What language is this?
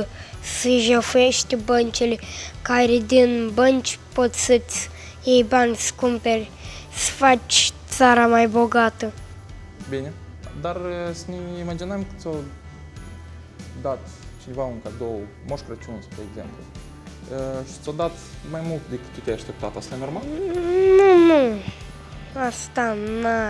Romanian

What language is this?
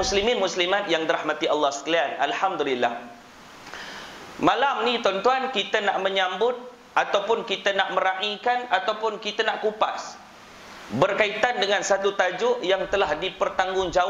Malay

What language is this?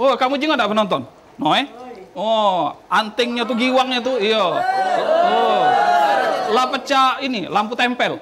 Musi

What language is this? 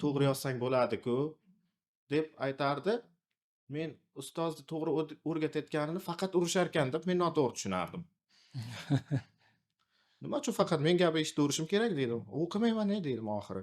Uzbek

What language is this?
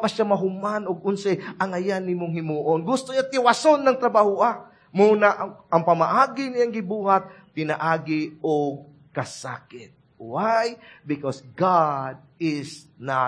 Cebuano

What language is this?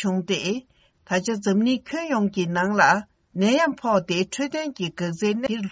Tibetan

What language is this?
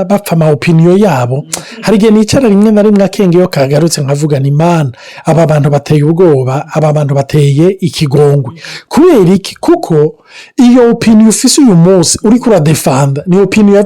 Rundi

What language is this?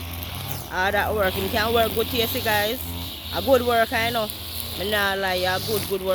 Jamaican Creole English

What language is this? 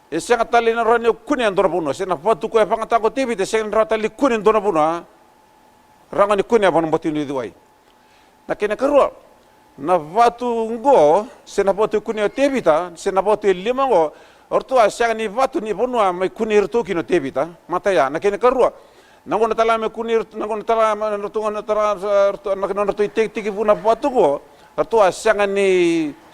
Fijian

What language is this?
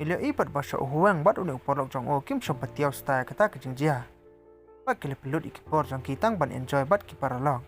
Khasi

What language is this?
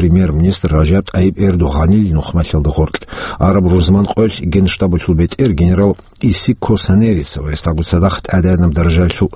Avaric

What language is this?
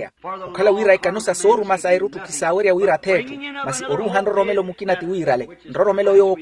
Makhuwa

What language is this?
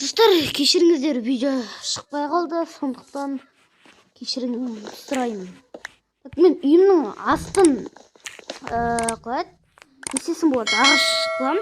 Kazakh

